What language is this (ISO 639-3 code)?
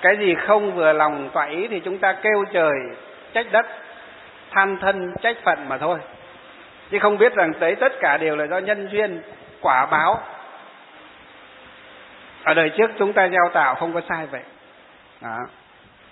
vie